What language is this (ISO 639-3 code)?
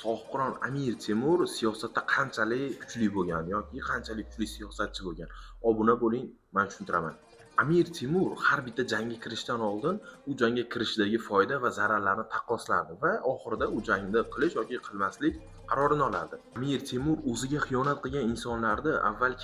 uzb